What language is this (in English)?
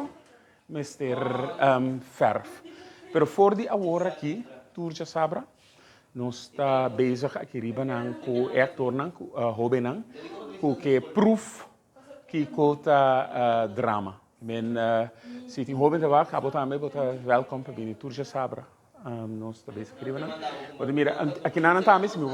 Papiamento